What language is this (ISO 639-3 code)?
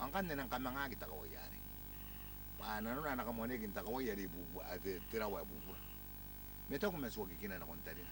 gil